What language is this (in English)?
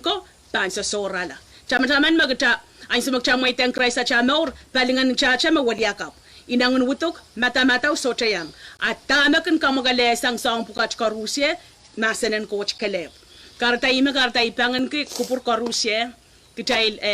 Pohnpeian